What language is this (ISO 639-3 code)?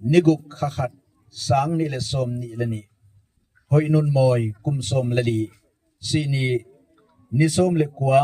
gnb